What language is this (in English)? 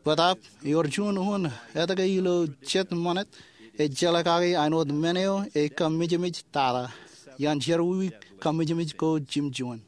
Marshallese